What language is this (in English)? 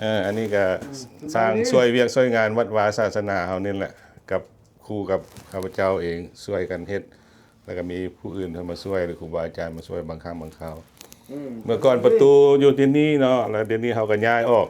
Lao